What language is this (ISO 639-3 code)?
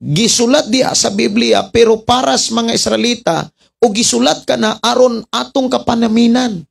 ceb